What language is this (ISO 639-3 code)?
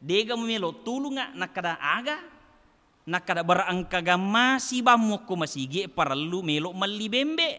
bug